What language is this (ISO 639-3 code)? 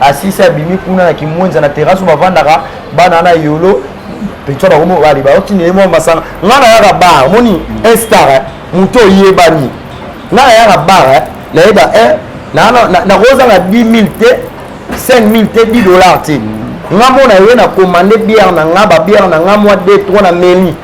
lin